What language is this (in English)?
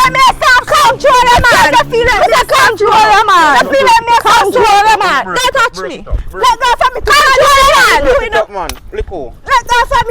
Jamaican Creole English